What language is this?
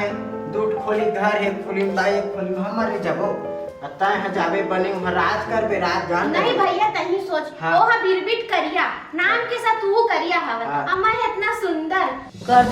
Chhattisgarhi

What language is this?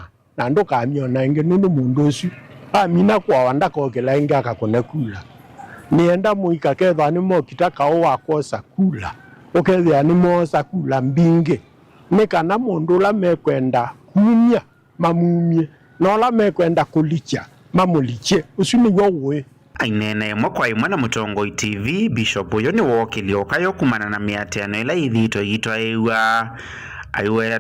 Kamba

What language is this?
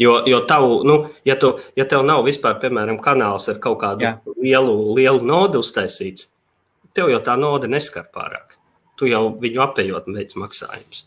Latvian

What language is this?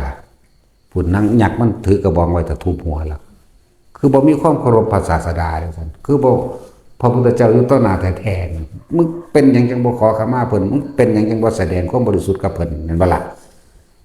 Northeastern Thai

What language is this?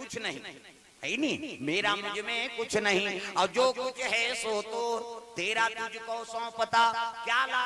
Chhattisgarhi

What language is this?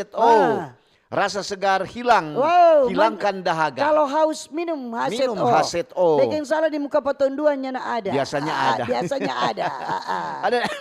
Manado Malay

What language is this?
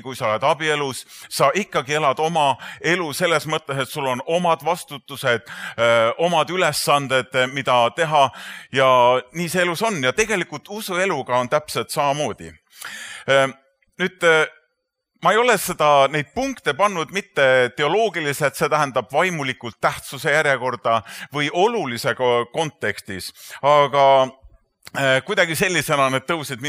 Estonian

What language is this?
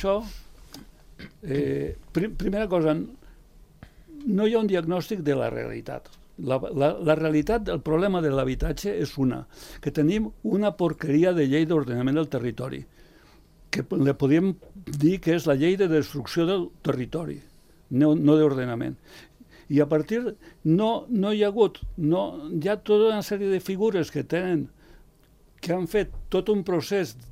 Catalan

